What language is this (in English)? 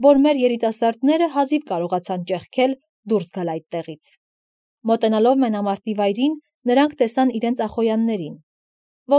Armenian